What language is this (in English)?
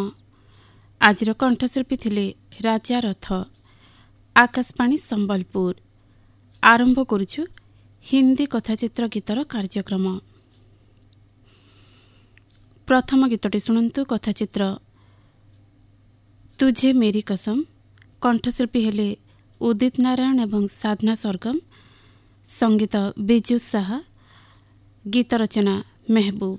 Odia